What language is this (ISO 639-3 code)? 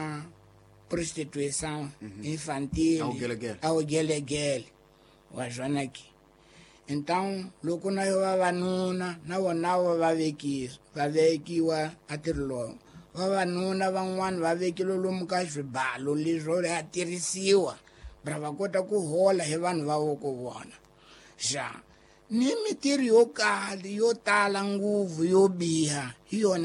tso